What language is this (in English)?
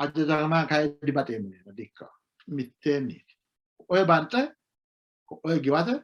Sidamo